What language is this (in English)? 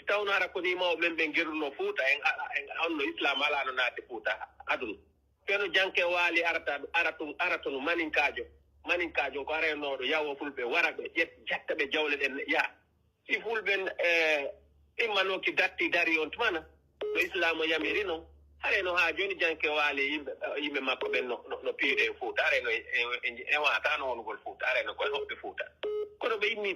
Pular